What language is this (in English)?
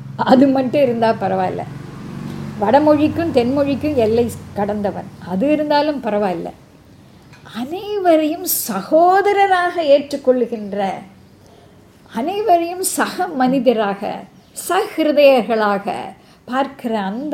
Tamil